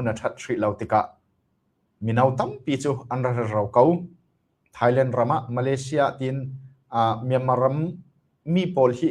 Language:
Falam Chin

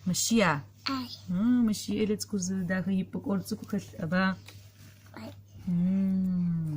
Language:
Adyghe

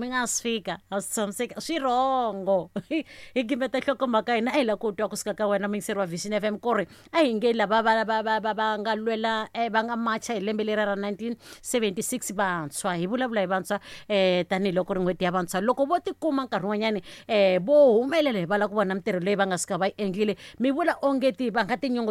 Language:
Tsonga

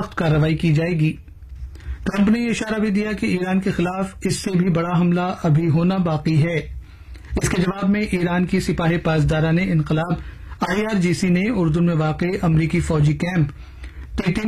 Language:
Urdu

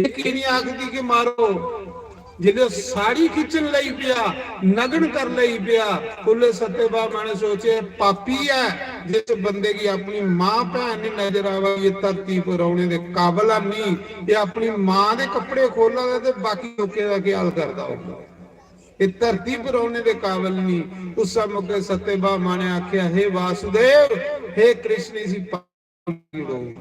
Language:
Dogri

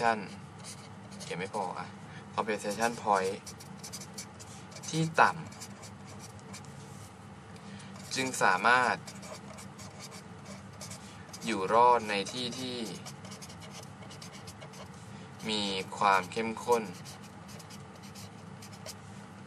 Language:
Thai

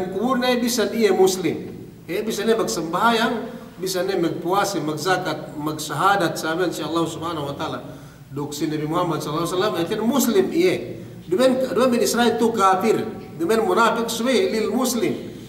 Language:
Yakan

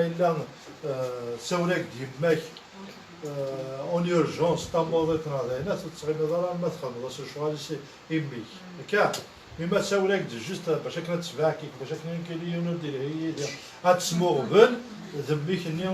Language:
Kabyle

